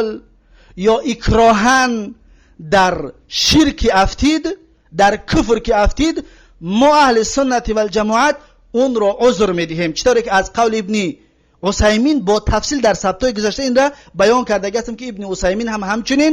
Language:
Tajik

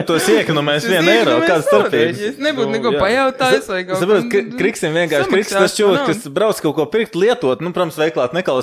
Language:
Latvian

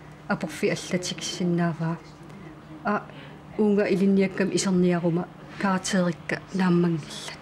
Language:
Kalaallisut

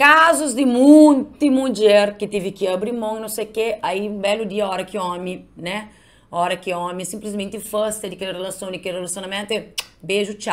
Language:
Kabuverdianu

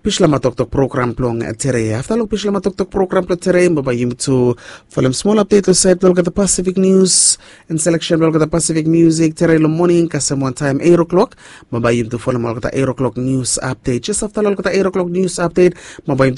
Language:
Bislama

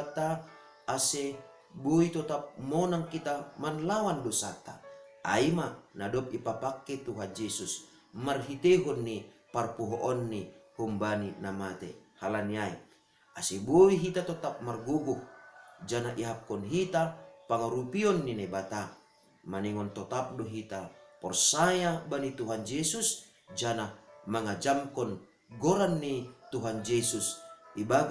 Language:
Batak Simalungun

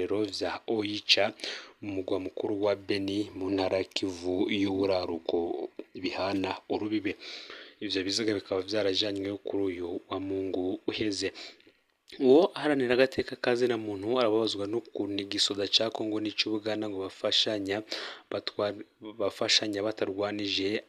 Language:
Rundi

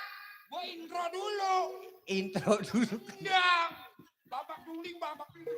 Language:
Betawi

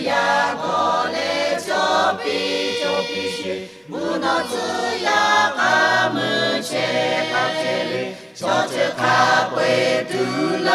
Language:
Lahu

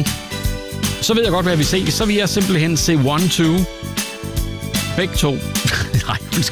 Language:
Danish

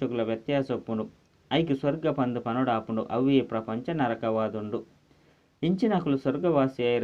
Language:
Tulu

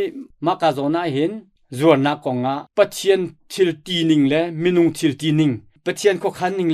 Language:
Hakha Chin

